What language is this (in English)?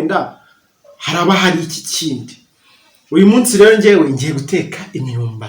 Kinyarwanda